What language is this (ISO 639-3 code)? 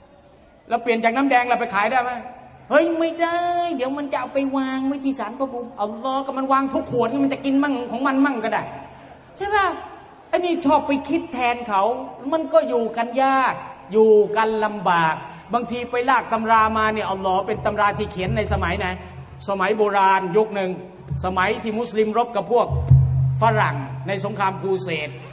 tha